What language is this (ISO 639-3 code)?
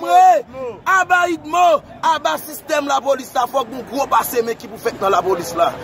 hat